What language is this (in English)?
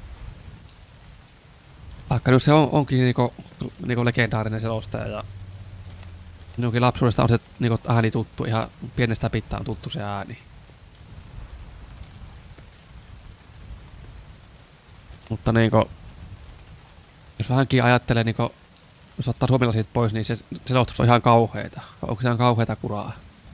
Finnish